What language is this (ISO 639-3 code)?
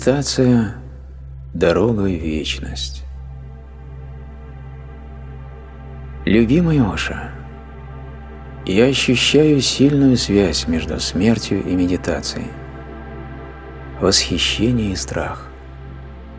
rus